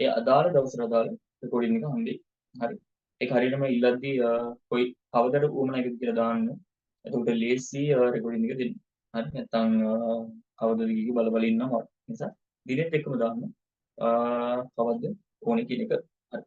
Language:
Sinhala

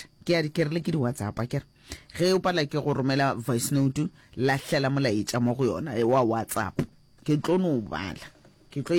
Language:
Northern Sotho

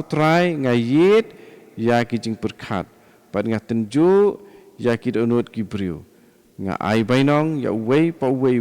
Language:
Khasi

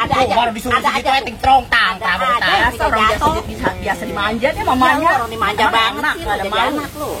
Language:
Betawi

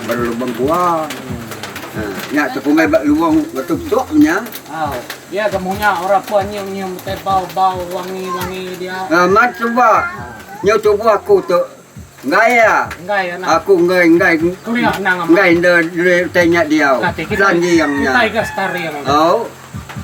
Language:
Iban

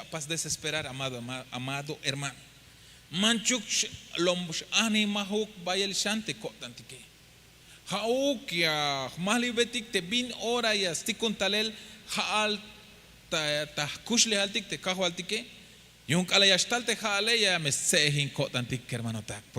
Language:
Tzeltal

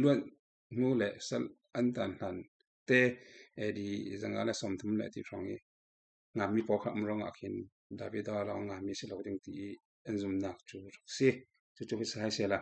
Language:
Falam Chin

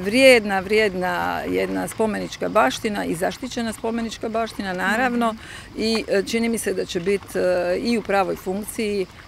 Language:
Croatian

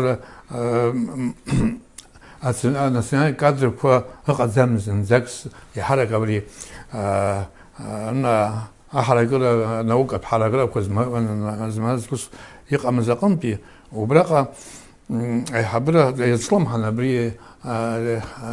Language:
Abkhazian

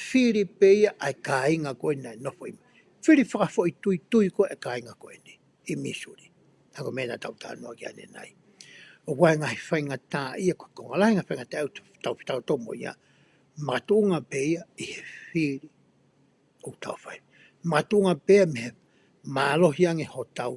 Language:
Tongan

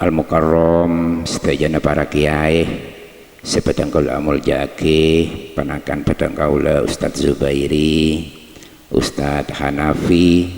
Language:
Madurese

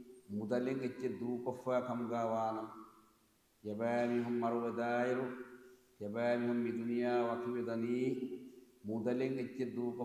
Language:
Divehi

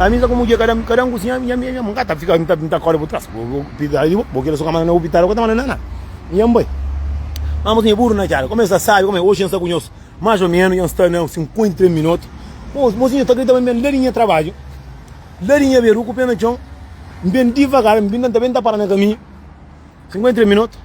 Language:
Kabuverdianu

